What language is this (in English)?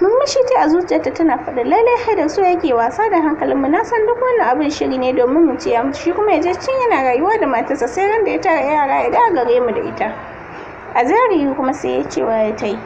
Hausa